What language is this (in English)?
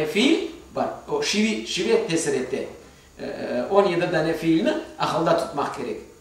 Crimean Tatar